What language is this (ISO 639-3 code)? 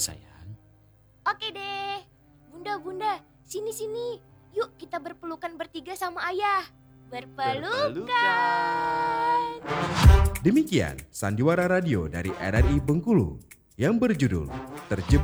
ind